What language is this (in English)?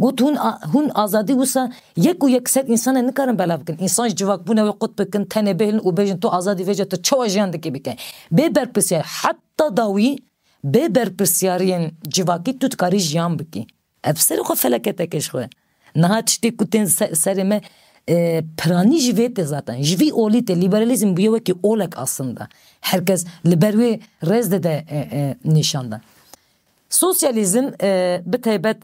Kurdish